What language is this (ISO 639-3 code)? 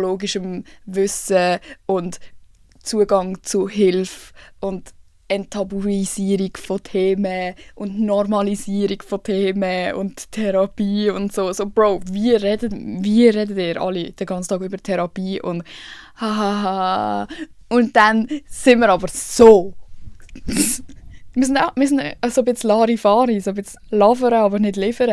gsw